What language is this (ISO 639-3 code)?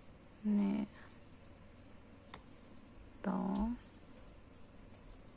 mya